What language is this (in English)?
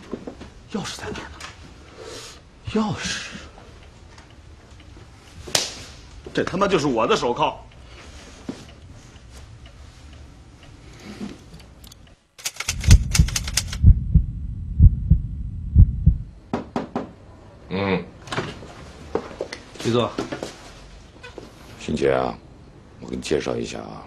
Chinese